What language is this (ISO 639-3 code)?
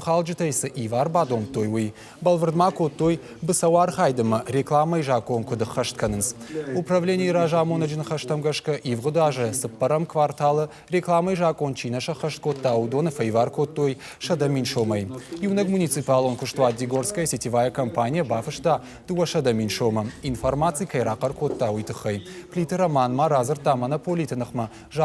oss